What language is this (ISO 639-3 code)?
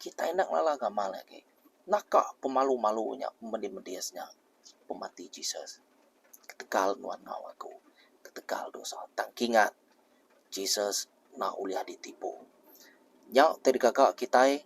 iba